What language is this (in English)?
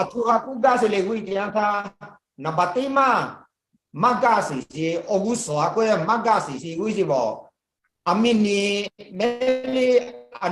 Lahu